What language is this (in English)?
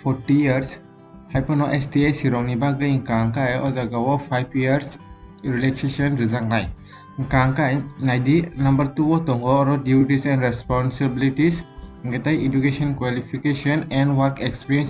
Kok Borok